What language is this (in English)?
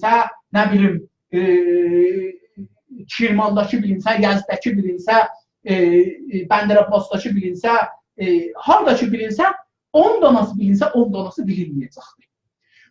South Azerbaijani